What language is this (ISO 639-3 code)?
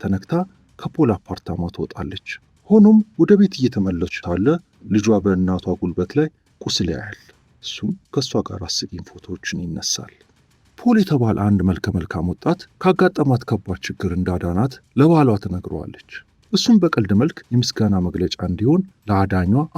amh